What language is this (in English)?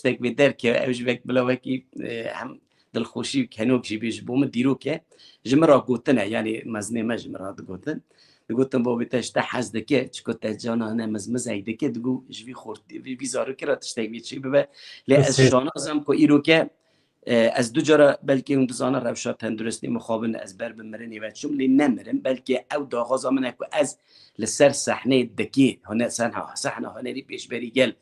Kurdish